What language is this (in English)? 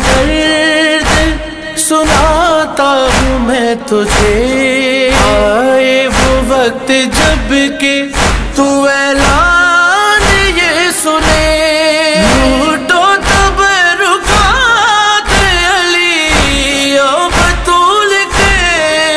Urdu